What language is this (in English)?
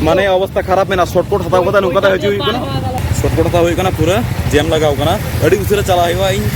Santali